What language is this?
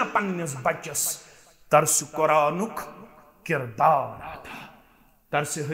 Kashmiri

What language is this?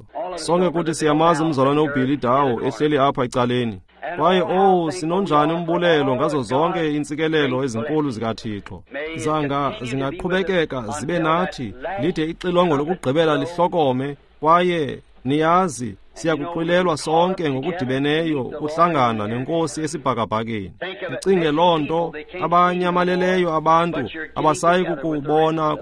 Xhosa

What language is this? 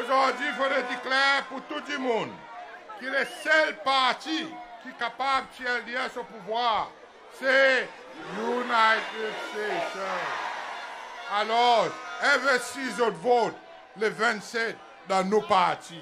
Seselwa Creole French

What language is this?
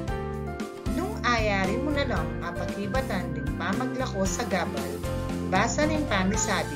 Pampanga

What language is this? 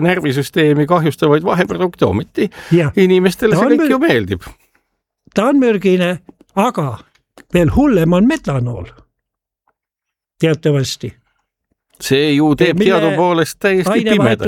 Estonian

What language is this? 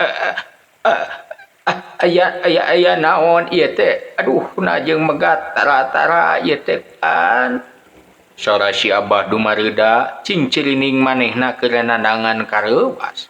Sundanese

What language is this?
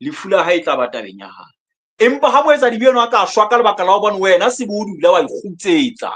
Southern Sotho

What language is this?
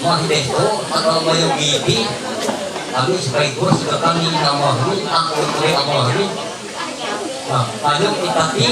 Ma'anyan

